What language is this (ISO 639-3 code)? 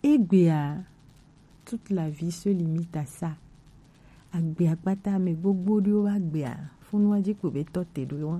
gej